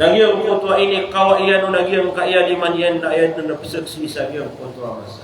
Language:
Maranao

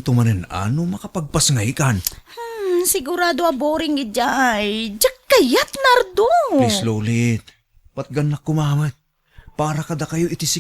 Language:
Iloko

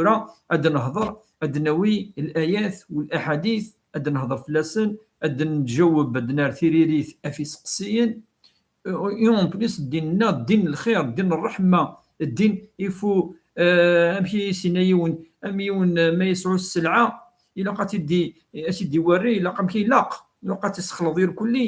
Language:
Kabyle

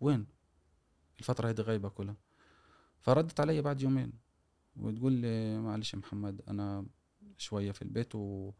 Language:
Gulf Arabic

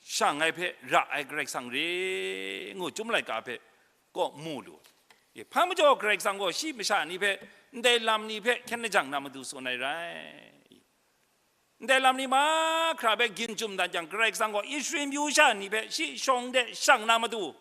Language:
Kachin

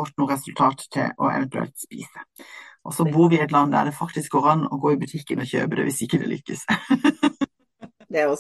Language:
Norwegian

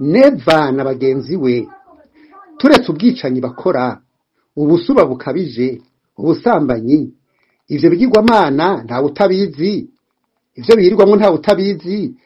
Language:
Rundi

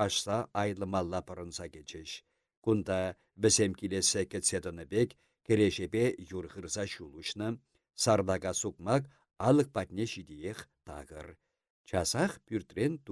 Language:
Chuvash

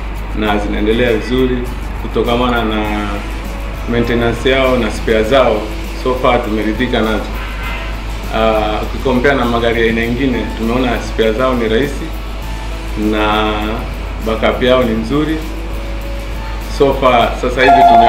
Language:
Swahili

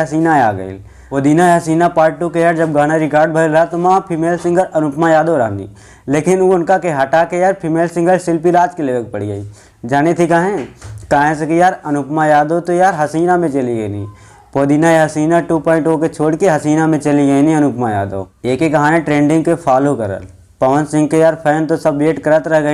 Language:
Bhojpuri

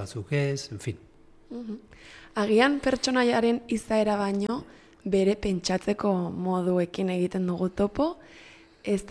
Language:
Basque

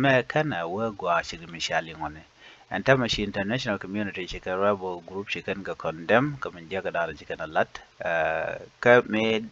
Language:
Nuer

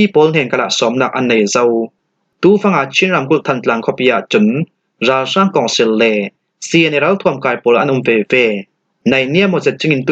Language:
Falam Chin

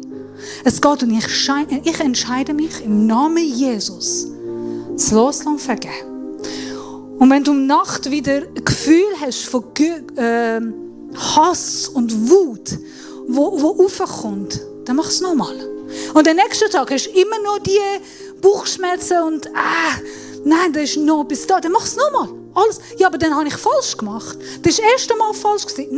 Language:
Swiss German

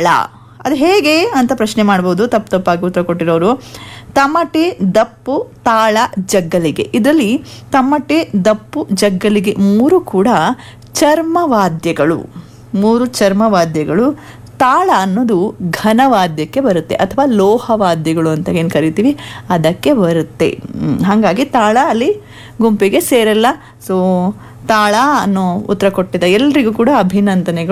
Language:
Kannada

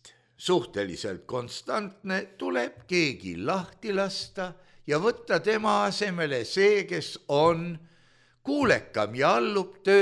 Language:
Estonian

